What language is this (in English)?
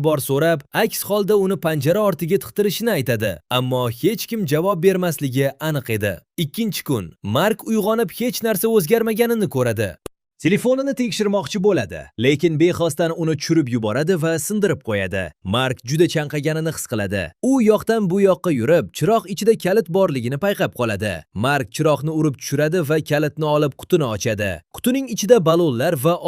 Uzbek